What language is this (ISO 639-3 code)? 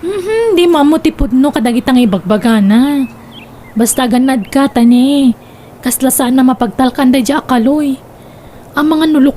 ilo